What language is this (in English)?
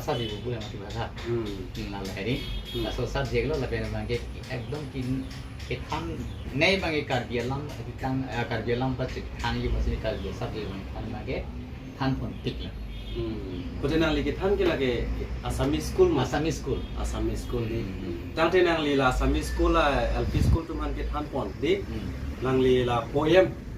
Karbi